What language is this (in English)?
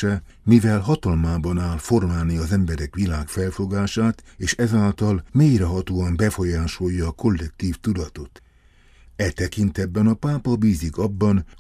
Hungarian